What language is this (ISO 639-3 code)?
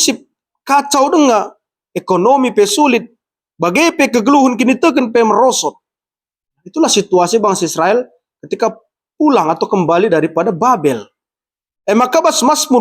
btx